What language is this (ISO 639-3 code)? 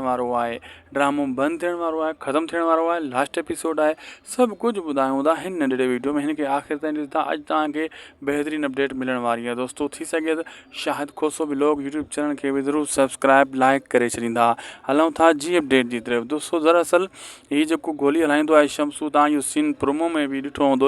snd